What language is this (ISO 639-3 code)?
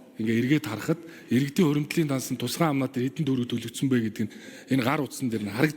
mon